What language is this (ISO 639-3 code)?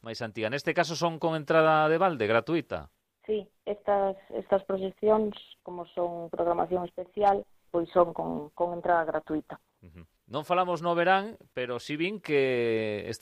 glg